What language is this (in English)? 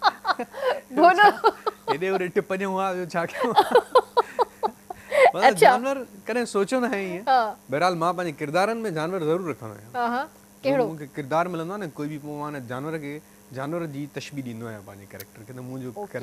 Sindhi